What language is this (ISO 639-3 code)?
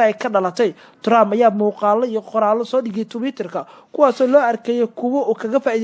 som